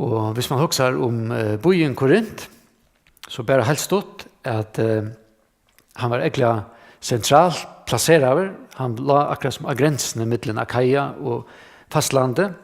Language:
Faroese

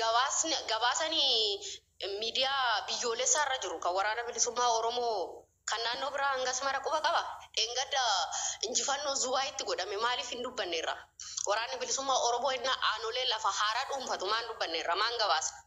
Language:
Oromo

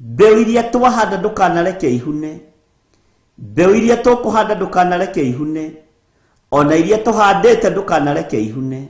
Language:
Kikuyu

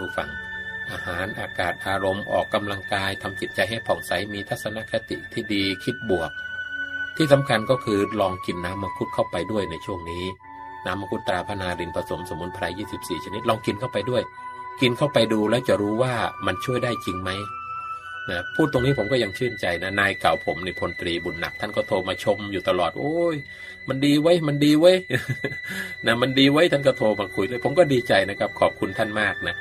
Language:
Thai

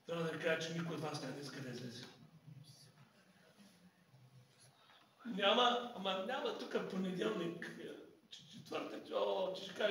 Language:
Bulgarian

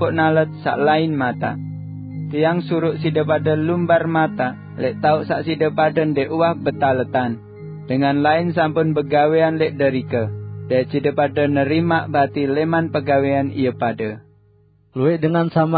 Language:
Sasak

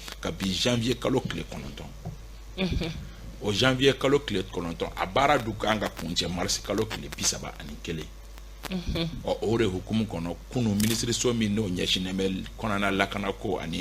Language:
Bambara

